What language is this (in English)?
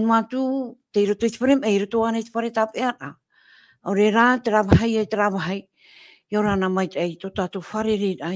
Tahitian